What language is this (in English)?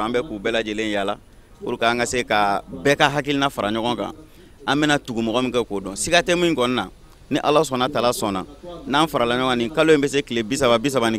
Bambara